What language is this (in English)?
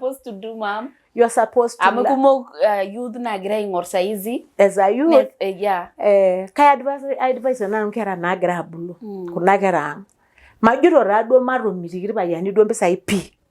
Masai